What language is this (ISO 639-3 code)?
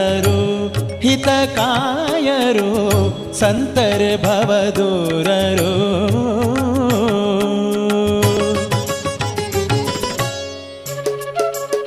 kan